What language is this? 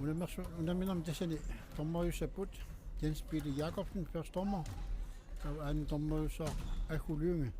Kalaallisut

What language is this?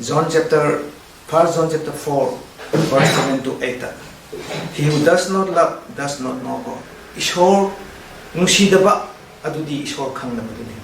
Manipuri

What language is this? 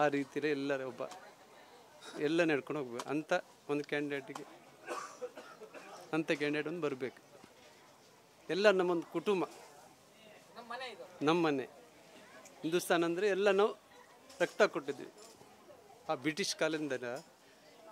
Kannada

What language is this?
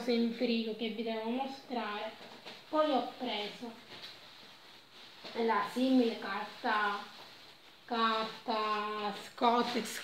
Italian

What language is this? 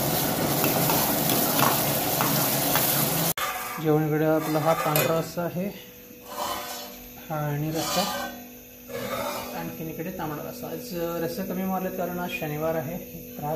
Marathi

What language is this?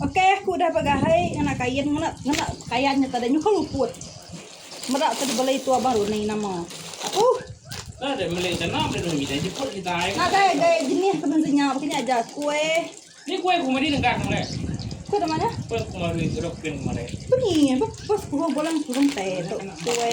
Iban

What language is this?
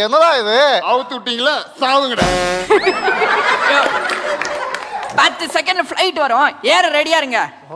Tamil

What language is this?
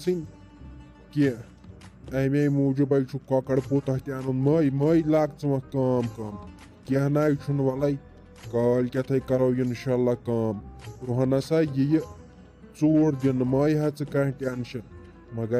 Kashmiri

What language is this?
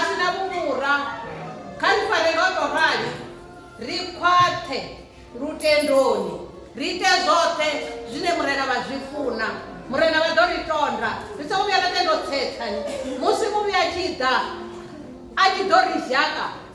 Venda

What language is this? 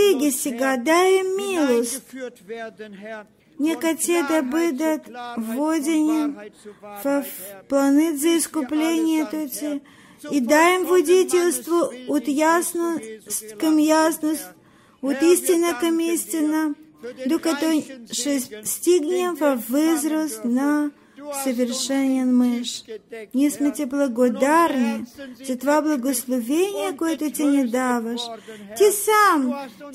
Bulgarian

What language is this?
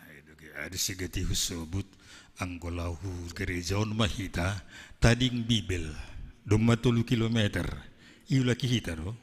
Batak Simalungun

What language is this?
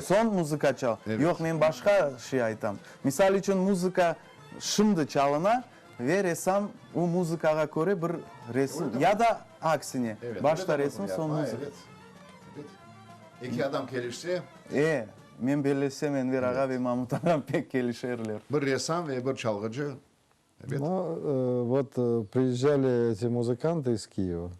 Crimean Tatar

